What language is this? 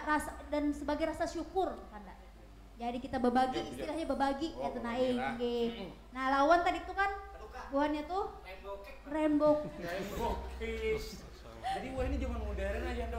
Banjar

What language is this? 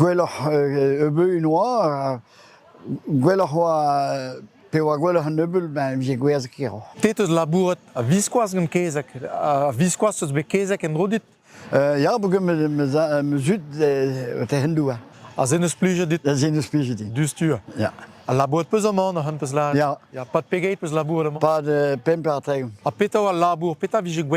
Breton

